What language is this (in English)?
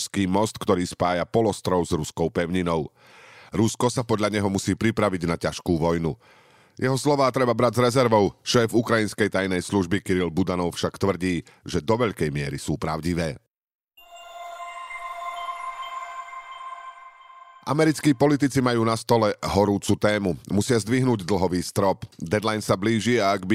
Slovak